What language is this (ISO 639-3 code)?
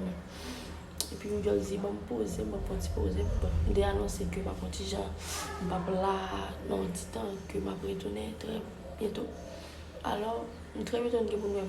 hat